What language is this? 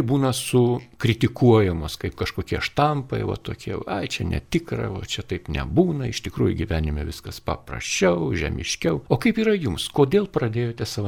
Lithuanian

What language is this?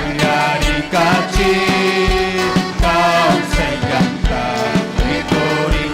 Ayacucho Quechua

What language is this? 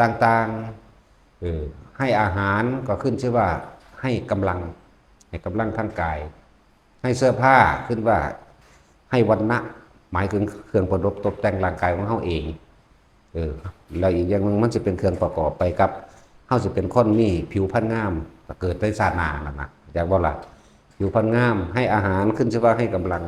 Northeastern Thai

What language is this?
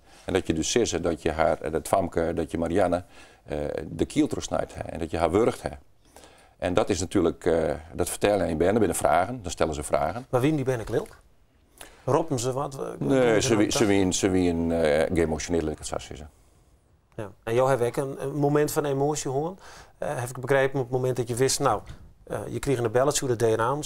Western Frisian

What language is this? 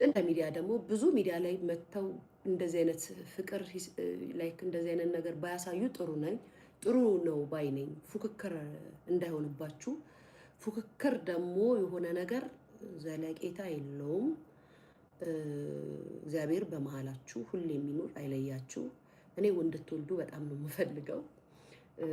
Amharic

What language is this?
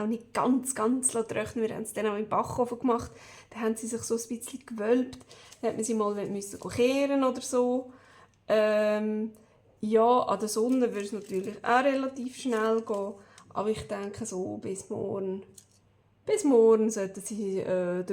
Swiss German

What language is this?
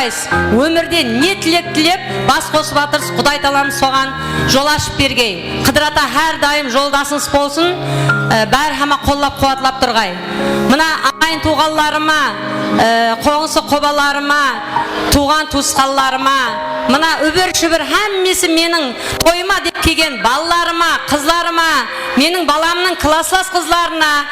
Kara-Kalpak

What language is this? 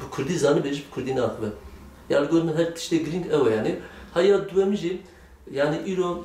Kurdish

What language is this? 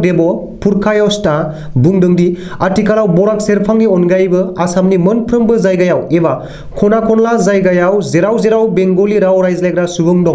Bodo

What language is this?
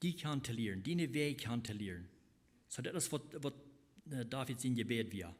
Plautdietsch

